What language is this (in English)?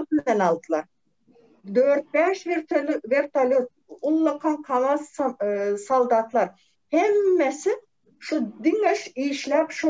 Turkmen